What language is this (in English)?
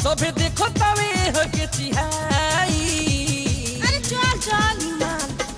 Bhojpuri